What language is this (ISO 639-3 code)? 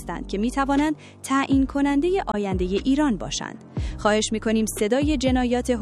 fas